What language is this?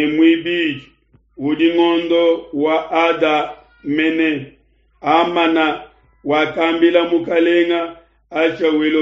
Luba-Lulua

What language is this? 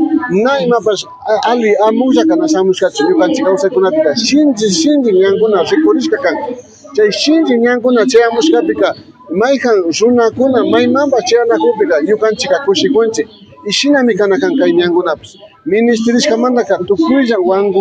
Imbabura Highland Quichua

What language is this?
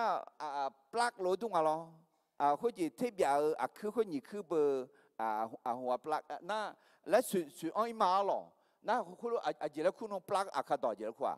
Akha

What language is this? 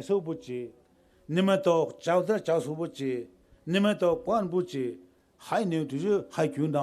Poumei Naga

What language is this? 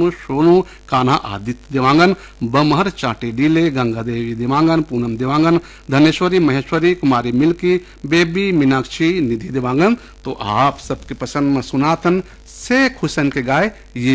Chhattisgarhi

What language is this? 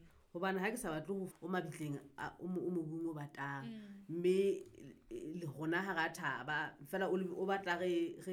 Southern Sotho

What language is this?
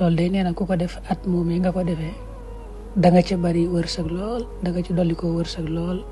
Wolof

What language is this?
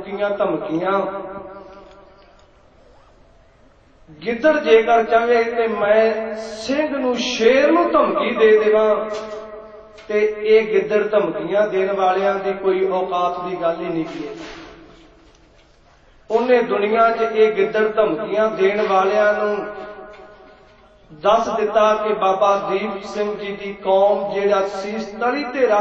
Punjabi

